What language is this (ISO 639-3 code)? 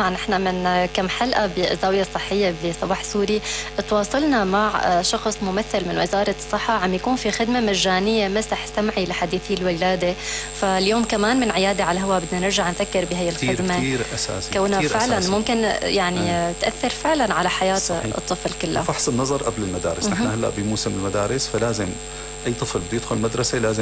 apc